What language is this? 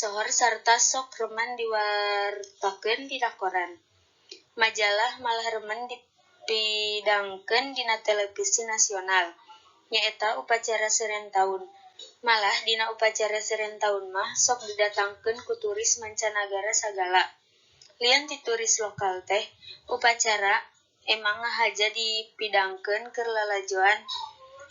Sundanese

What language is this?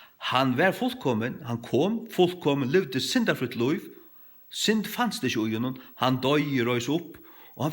Faroese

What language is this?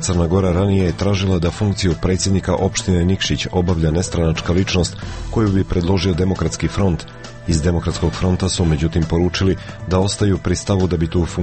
Serbian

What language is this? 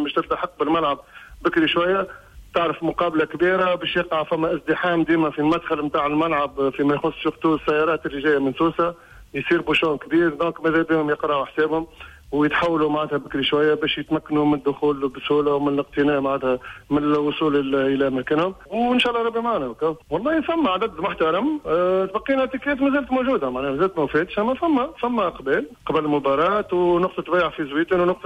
Tunisian Arabic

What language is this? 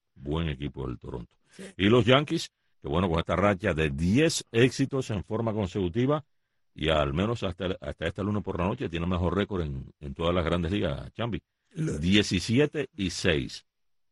Spanish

